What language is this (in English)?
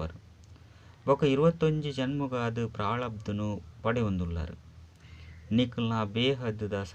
Tulu